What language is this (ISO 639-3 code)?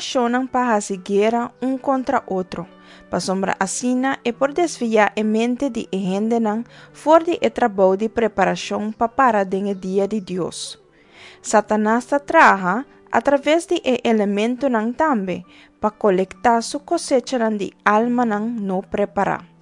pap